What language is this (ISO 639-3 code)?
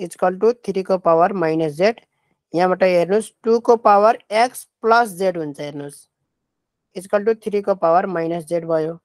nep